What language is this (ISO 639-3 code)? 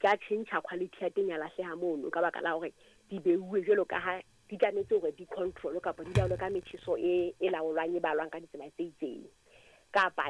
sot